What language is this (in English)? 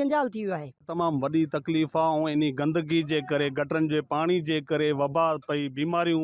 Sindhi